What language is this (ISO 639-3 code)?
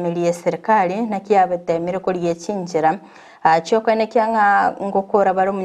guz